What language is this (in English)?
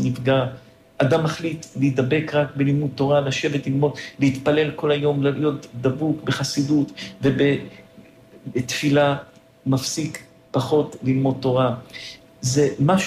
Hebrew